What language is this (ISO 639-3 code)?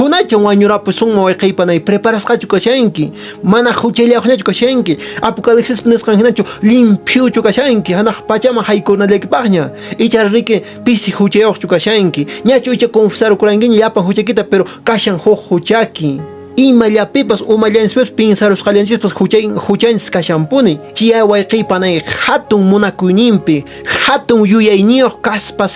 que